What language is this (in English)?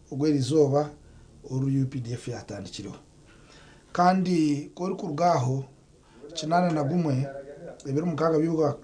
Nyankole